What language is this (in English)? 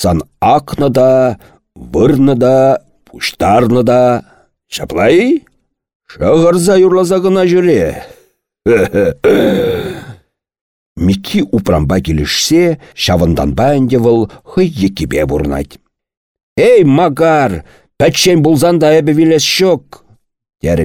Chuvash